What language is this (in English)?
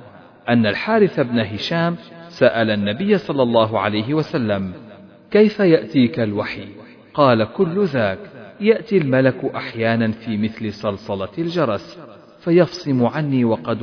Arabic